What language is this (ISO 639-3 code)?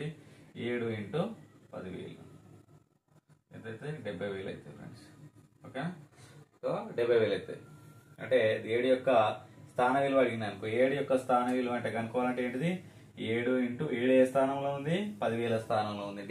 tel